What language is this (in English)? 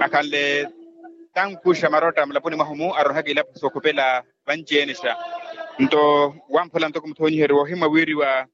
Makhuwa